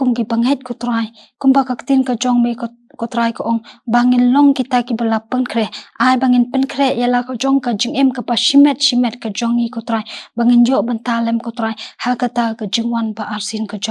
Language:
Khasi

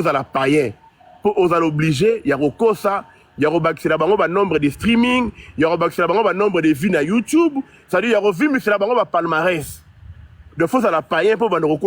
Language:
Lingala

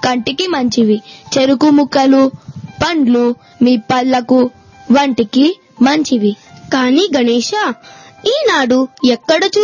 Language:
Telugu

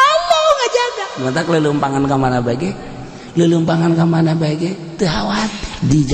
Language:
Sundanese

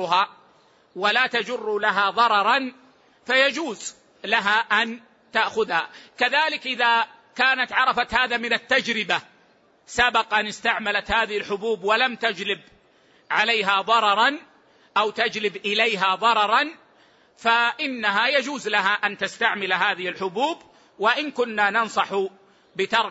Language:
Arabic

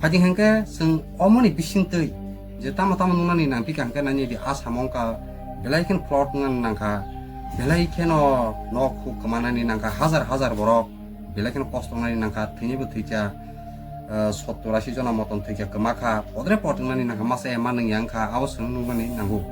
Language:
Kok Borok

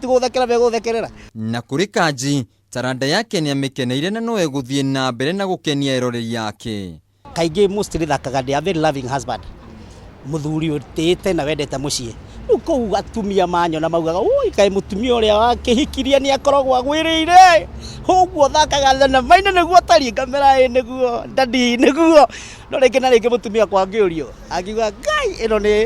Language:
Kikuyu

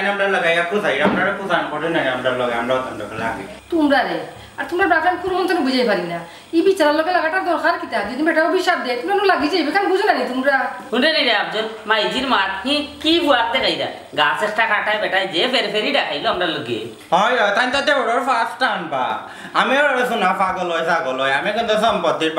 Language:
Sylheti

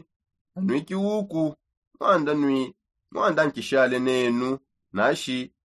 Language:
Songe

